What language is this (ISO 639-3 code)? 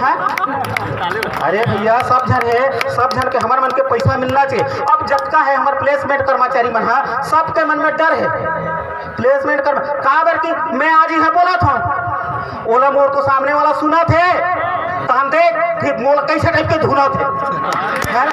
hne